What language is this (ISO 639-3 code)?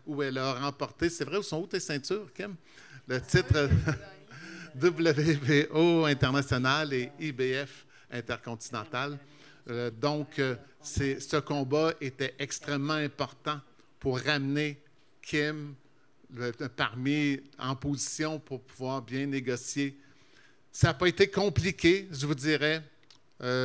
fra